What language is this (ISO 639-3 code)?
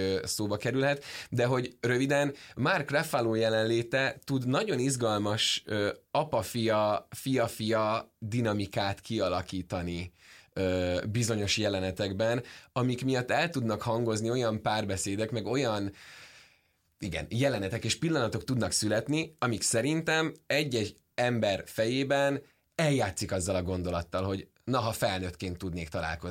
hun